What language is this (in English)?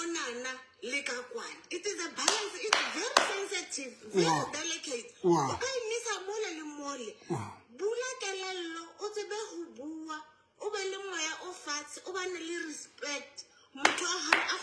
Southern Sotho